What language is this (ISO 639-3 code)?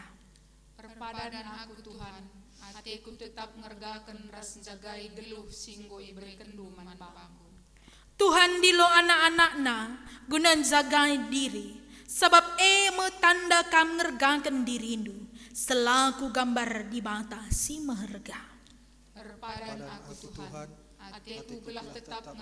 btx